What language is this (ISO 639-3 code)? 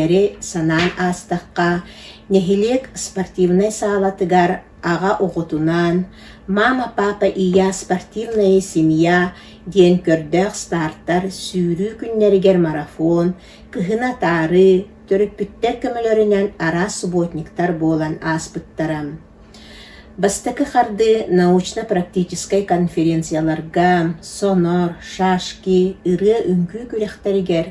sah